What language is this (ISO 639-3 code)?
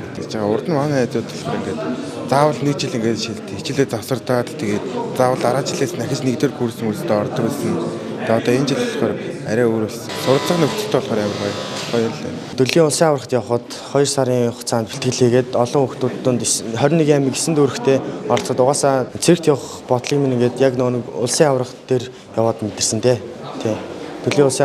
mon